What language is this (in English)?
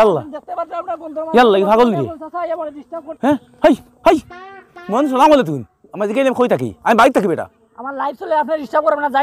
Sylheti